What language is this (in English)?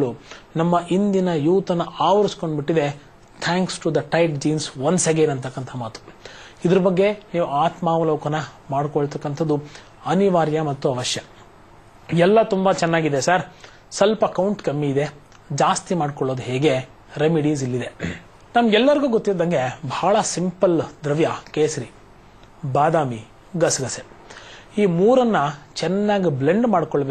Kannada